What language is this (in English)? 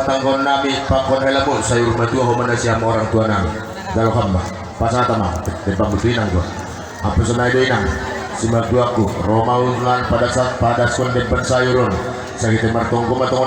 Batak Toba